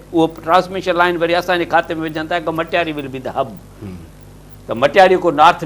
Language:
Sindhi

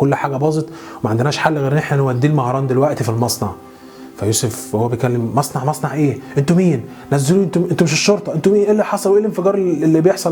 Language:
Egyptian Arabic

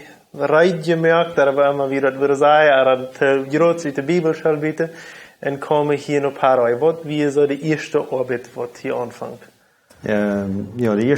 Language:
Plautdietsch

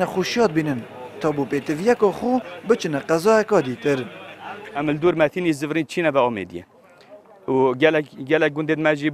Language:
Kurdish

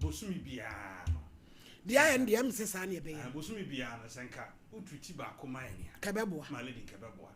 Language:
Akan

